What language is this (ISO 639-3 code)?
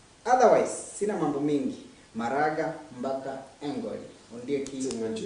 guz